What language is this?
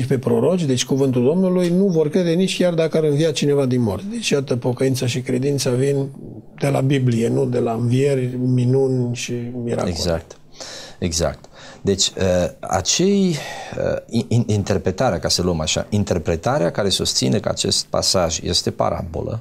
Romanian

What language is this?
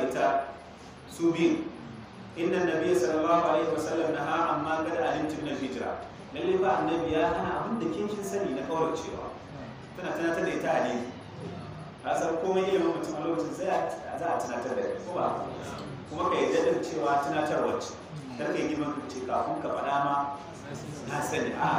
Hausa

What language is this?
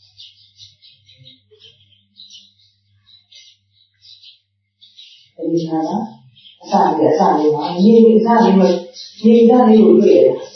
Burmese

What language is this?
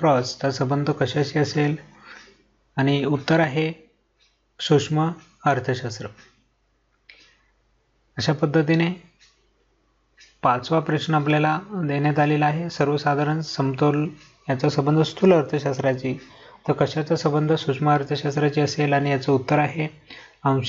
Marathi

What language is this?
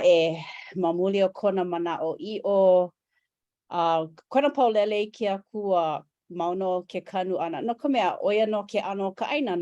Hawaiian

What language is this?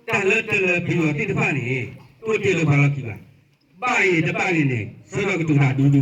S'gaw Karen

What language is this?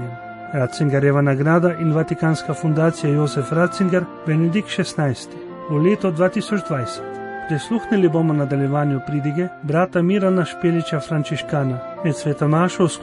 Slovenian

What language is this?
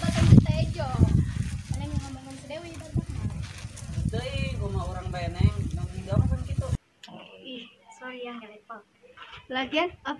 Sundanese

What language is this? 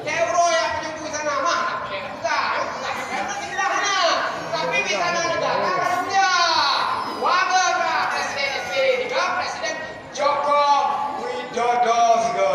Achinese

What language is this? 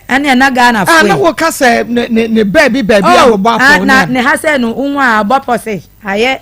Akan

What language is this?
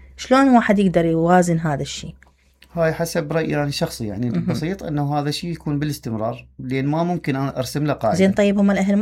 Mesopotamian Arabic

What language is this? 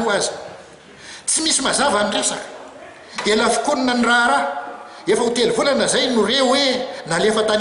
Malagasy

